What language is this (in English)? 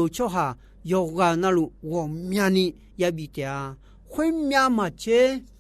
Akha